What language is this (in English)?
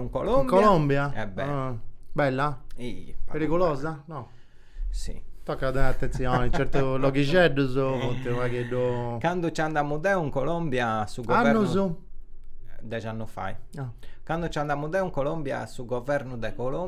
Sardinian